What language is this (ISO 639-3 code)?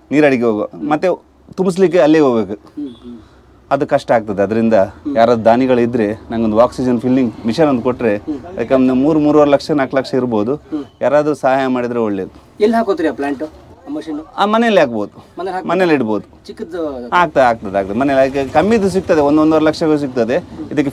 kan